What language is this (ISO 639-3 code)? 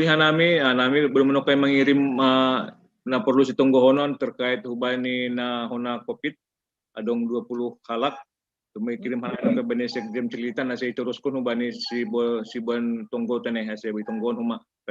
bts